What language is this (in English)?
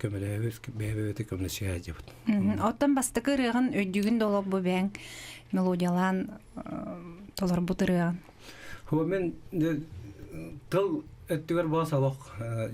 Yakut